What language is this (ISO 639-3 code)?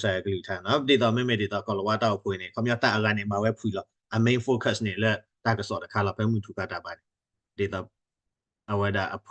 ksw